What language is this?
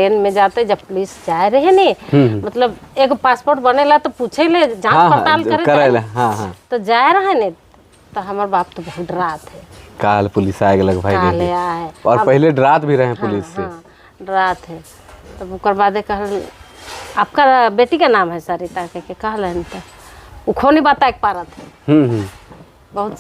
Sadri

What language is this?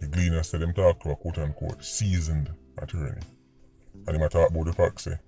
Jamaican Creole English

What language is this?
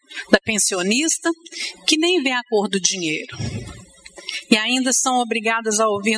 Portuguese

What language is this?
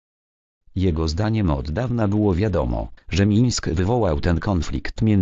Polish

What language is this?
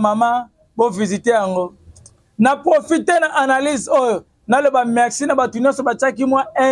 Lingala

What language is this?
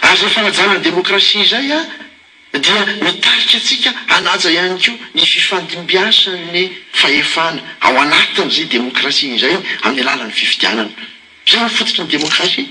Malagasy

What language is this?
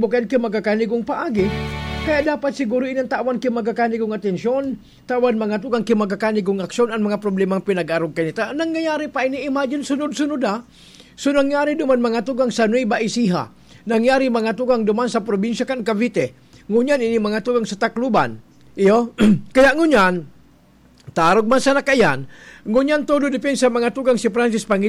Bikol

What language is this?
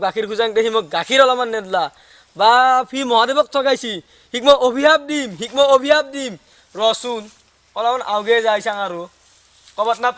Assamese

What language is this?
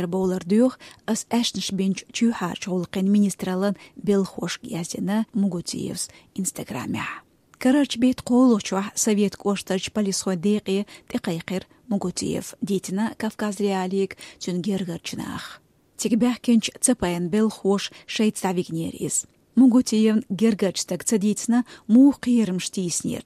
Chechen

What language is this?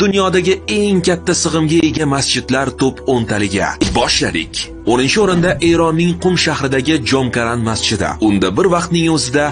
Uzbek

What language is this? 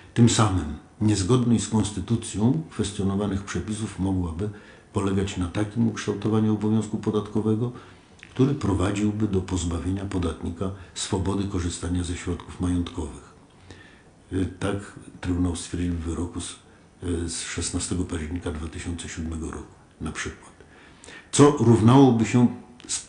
Polish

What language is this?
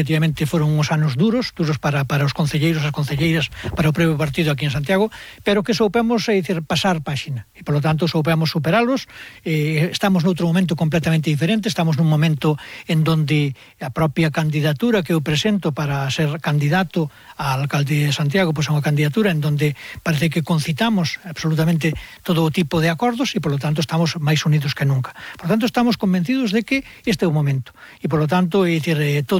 Galician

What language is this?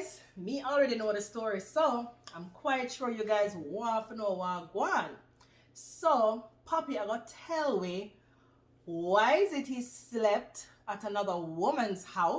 Jamaican Creole English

